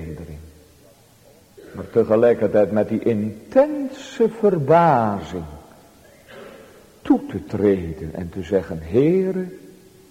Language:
Dutch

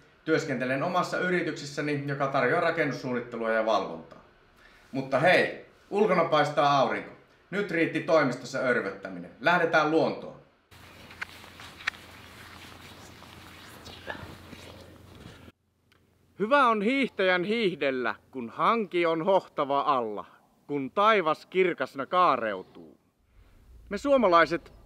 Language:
Finnish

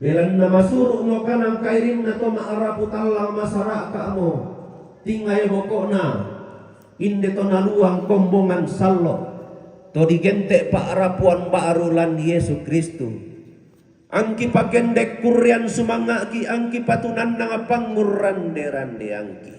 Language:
Toraja-Sa'dan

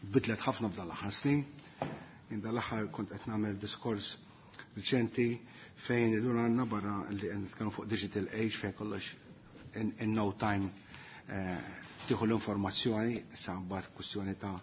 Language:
Maltese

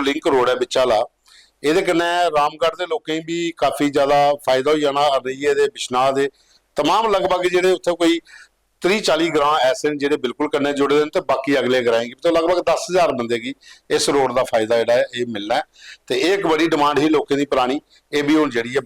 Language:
Dogri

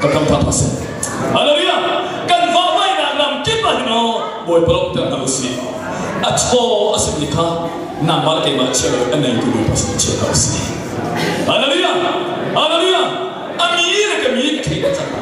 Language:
Hakha Chin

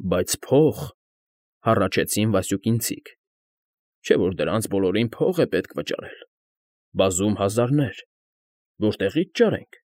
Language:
Armenian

